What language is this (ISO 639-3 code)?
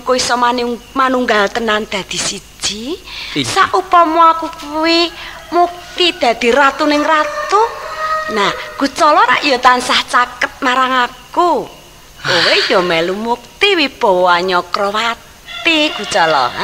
jav